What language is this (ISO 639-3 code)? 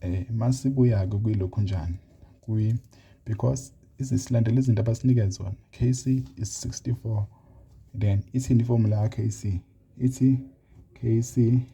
zul